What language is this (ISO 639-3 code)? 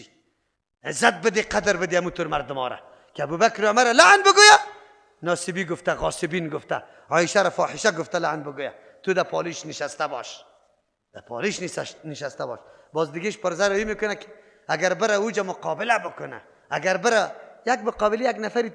fas